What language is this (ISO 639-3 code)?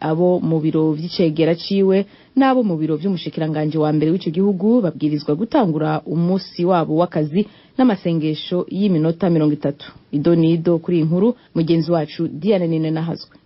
run